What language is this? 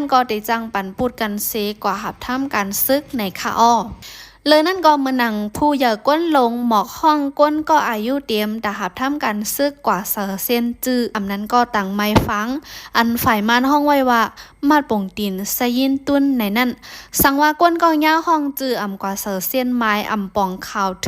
Shan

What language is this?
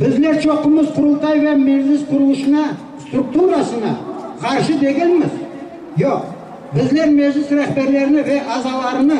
Crimean Tatar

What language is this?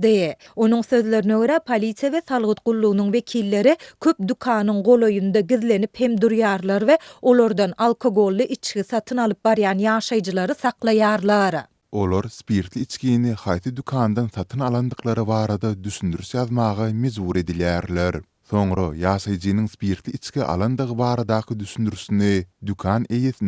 Turkmen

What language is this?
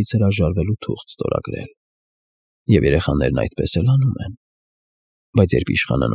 Armenian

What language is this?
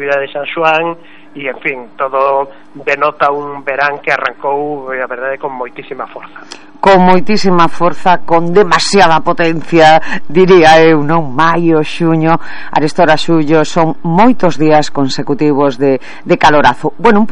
Galician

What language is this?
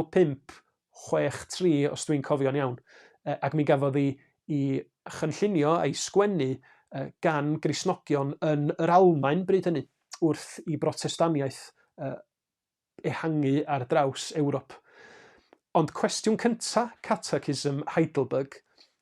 Welsh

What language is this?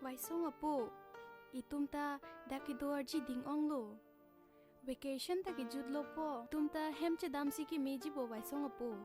Karbi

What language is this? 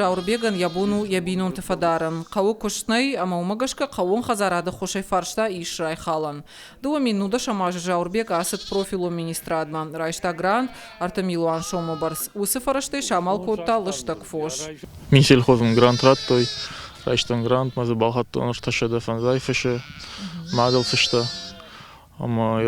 Ossetic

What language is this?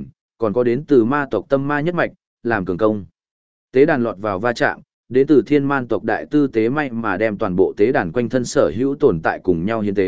Vietnamese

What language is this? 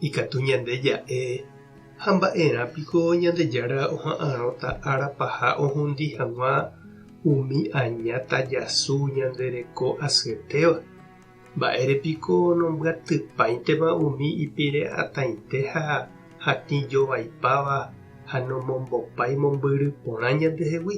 Guarani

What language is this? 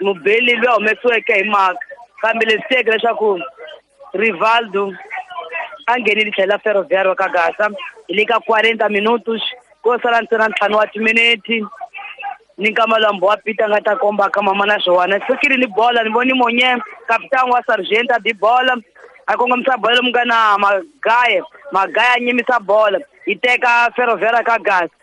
Tsonga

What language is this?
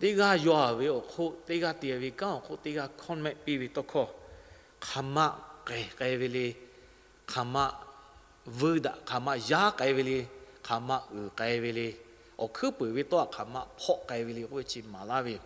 Lahu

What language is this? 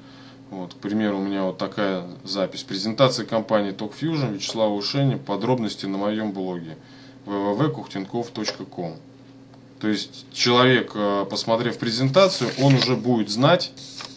Russian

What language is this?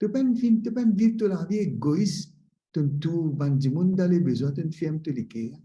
Morisyen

